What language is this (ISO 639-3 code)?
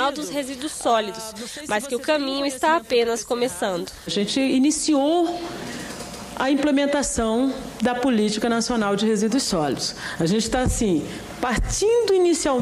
por